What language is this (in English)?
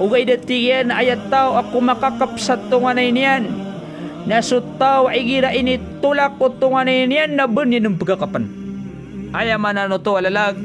Maranao